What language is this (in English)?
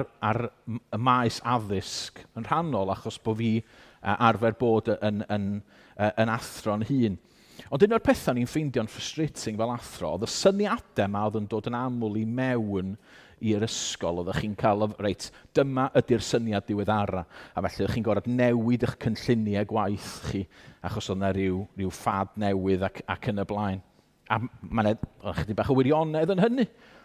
Welsh